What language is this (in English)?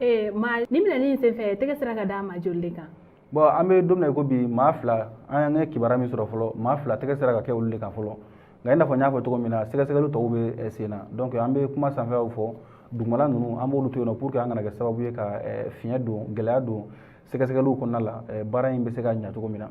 Bambara